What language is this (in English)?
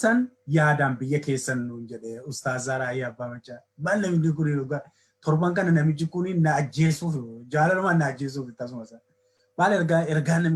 Oromo